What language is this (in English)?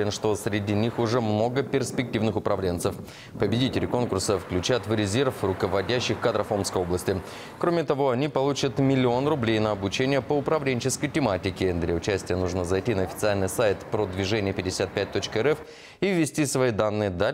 Russian